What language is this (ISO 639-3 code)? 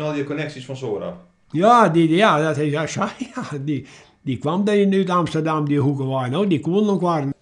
fry